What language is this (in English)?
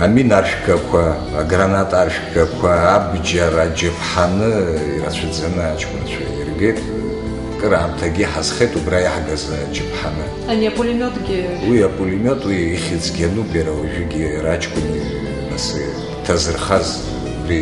Abkhazian